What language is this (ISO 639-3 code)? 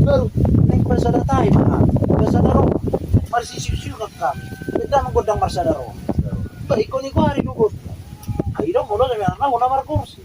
bbc